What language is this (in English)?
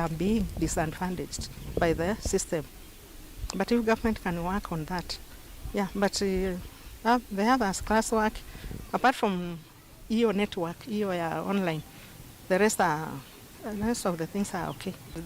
Kamba